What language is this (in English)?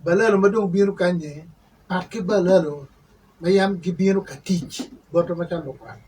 Acoli